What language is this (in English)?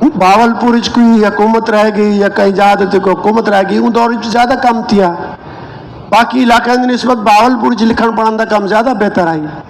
Saraiki